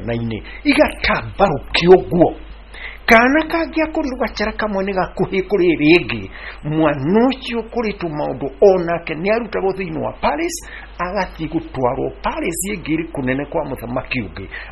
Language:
Kikuyu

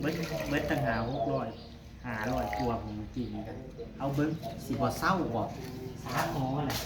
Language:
Northeastern Thai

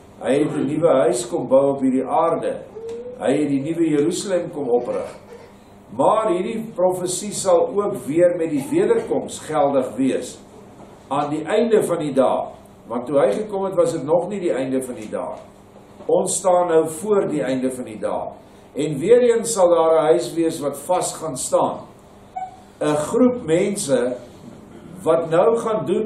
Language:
Afrikaans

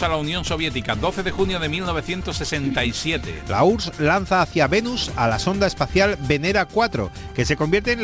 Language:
Spanish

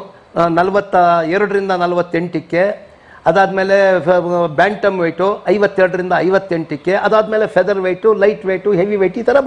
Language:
Kannada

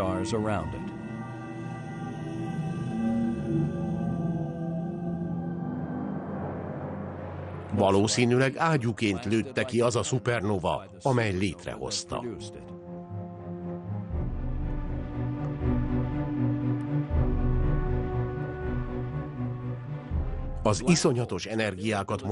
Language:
Hungarian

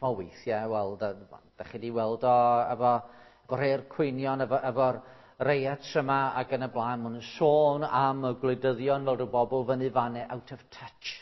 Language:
Welsh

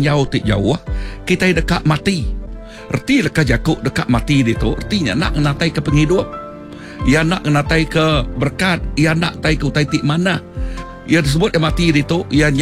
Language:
Iban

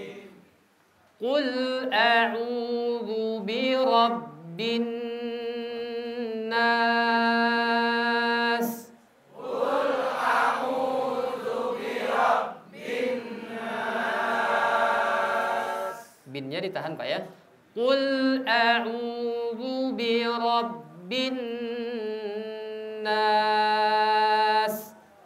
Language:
Indonesian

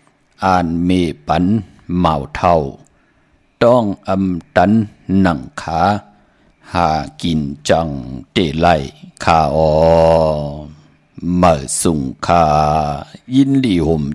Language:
Shan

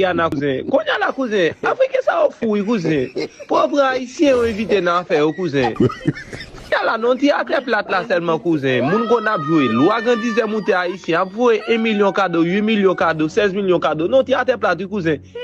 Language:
Haitian Creole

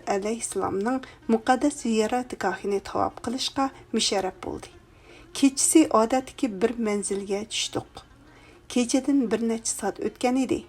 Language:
Uyghur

